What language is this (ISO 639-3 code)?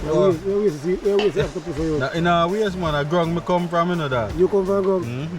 jam